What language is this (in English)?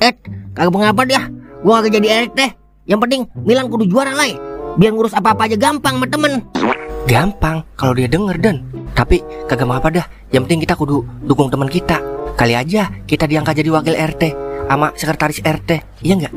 Betawi